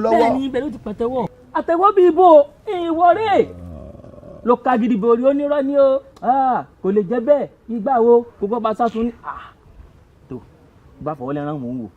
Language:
Yoruba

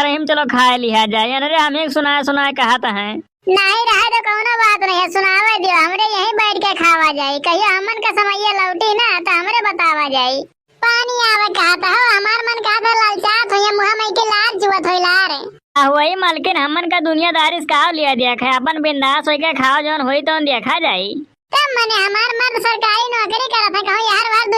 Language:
Awadhi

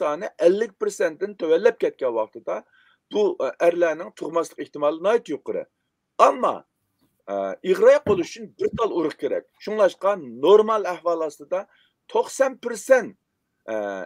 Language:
Uyghur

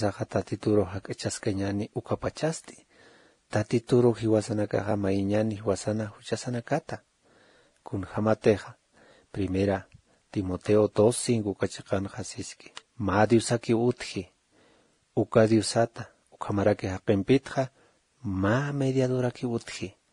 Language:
Aymara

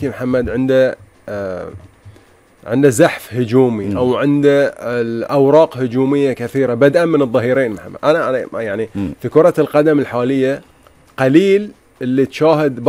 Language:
Gulf Arabic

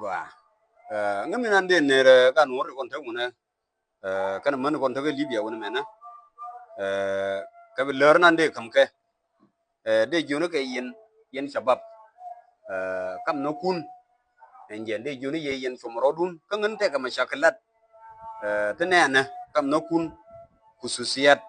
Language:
Nuer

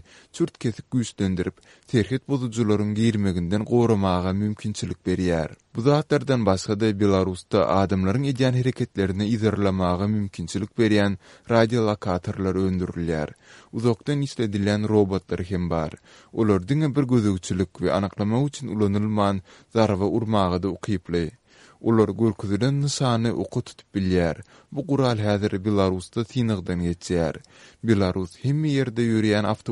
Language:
Turkmen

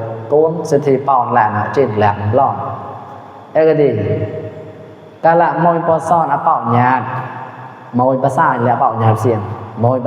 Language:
Mon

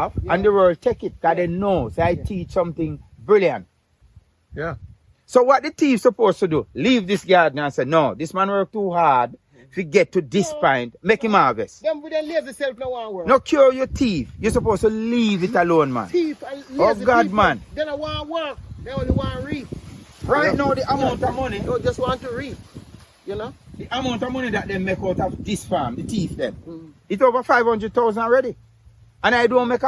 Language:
Jamaican Creole English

